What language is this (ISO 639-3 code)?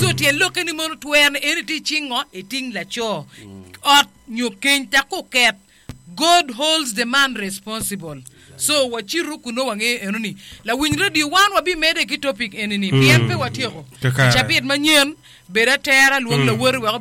ach